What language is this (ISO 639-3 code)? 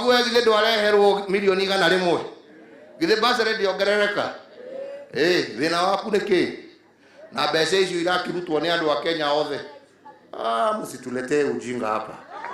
kik